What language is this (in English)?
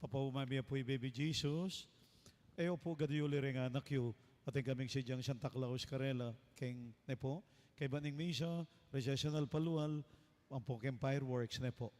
Pampanga